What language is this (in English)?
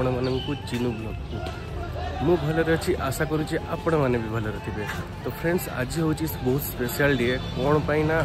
Odia